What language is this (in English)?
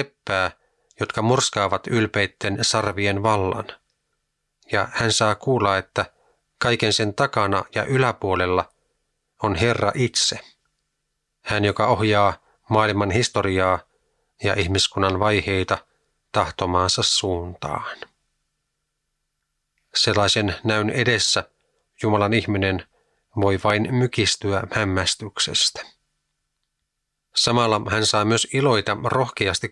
Finnish